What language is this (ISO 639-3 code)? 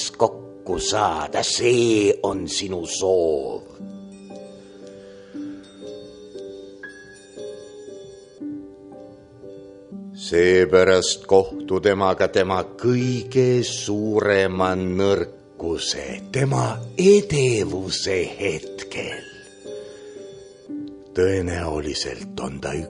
est